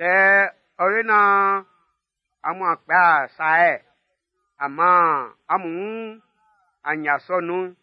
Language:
Baoulé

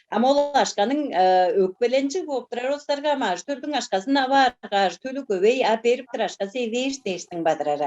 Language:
Tuvinian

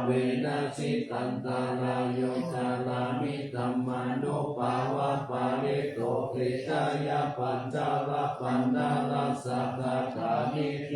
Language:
Pali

